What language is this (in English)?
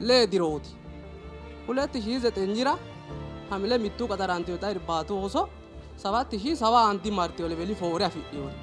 Sidamo